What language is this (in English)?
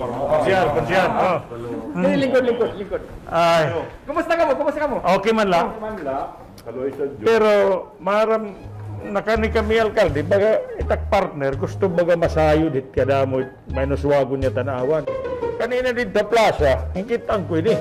Waray